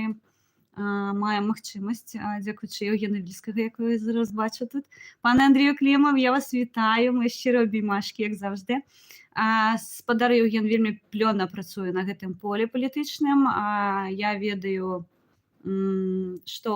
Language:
Belarusian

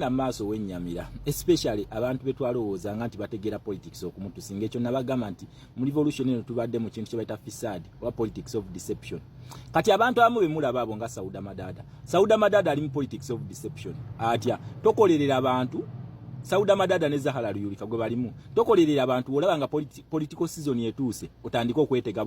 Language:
Ganda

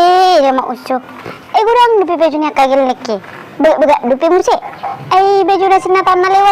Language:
Batak Toba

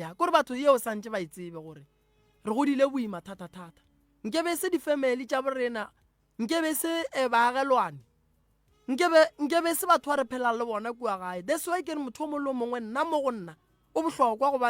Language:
Northern Sotho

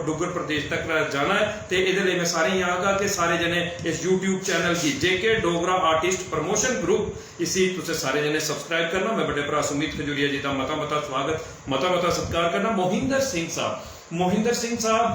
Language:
Dogri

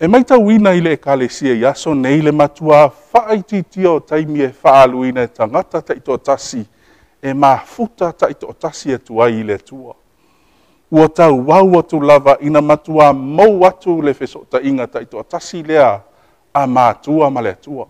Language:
Samoan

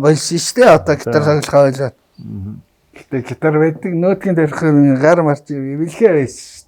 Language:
Mongolian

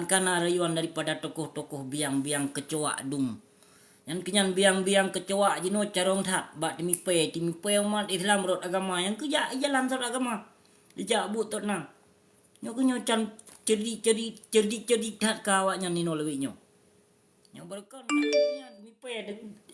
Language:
Achinese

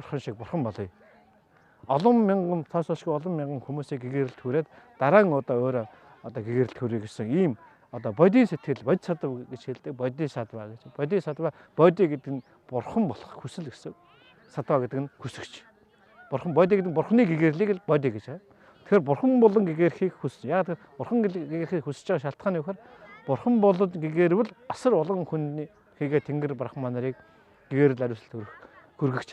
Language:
Mongolian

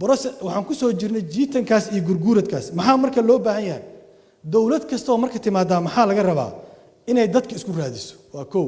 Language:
Somali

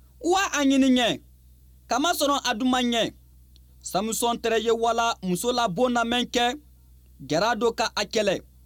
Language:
Bambara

